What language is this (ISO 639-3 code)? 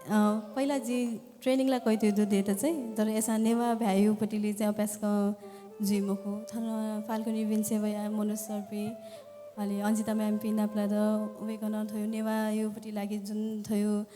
new